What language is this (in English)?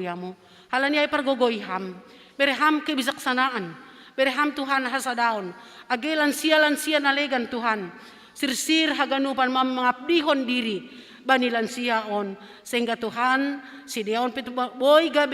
Batak Simalungun